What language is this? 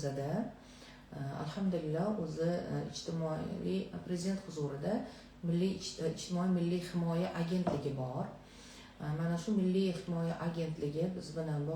Uzbek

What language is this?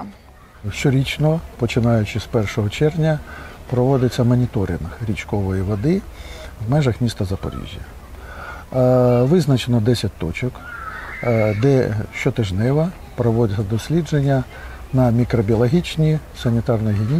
Ukrainian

